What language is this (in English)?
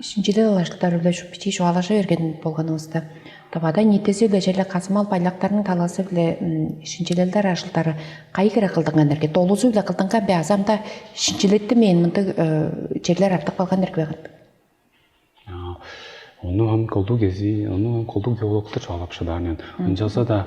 Tuvinian